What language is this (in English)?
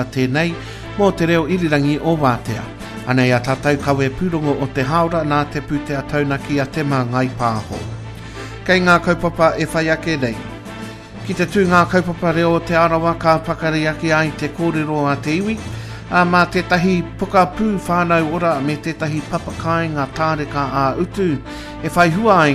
Māori